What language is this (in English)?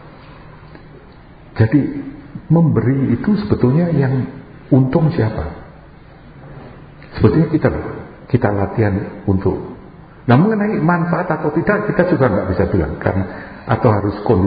Indonesian